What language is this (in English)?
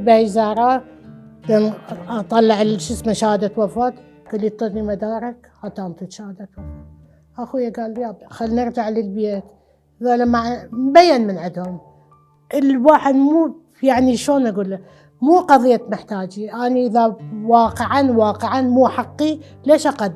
Mesopotamian Arabic